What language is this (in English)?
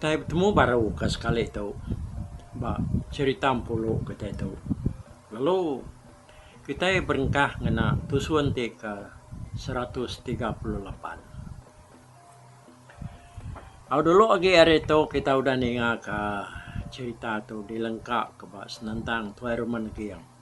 Iban